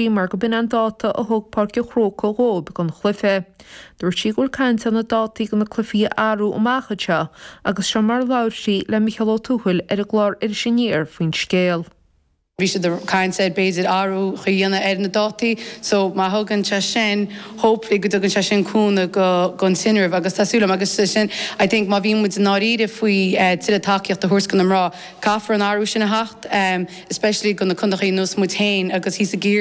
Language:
Irish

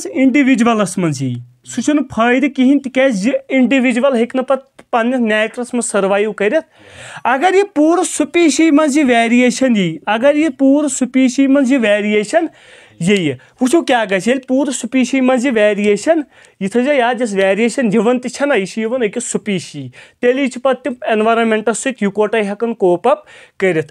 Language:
Kashmiri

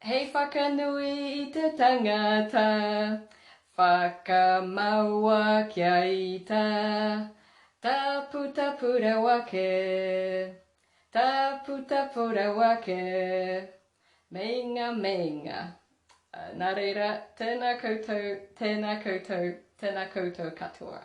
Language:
Māori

